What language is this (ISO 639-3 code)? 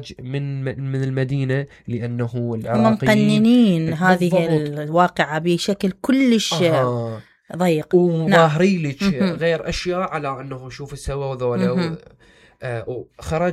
acm